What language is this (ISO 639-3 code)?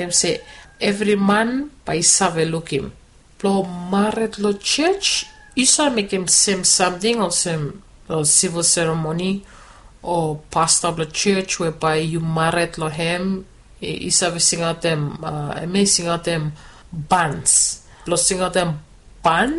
bis